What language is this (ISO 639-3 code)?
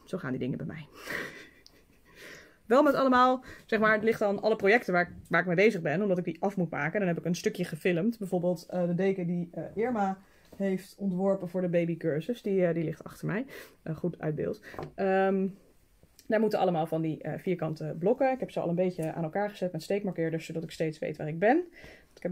nld